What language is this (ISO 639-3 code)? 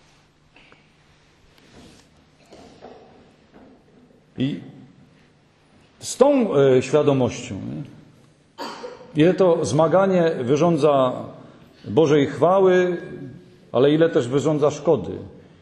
pol